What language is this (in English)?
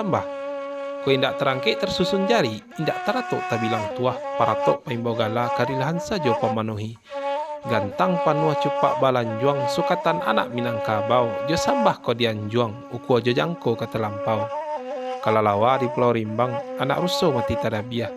Minangkabau